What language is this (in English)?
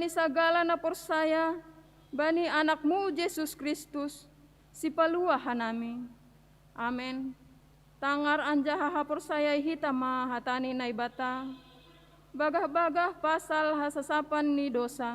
Batak Simalungun